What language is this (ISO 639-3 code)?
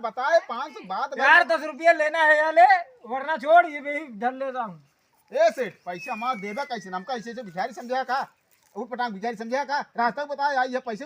awa